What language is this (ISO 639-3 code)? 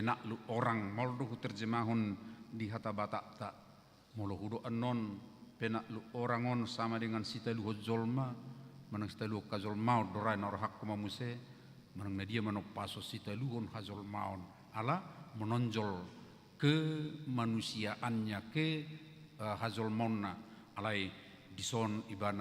bbc